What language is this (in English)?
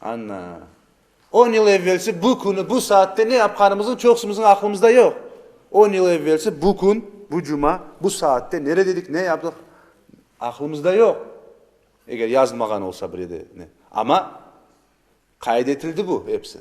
Crimean Tatar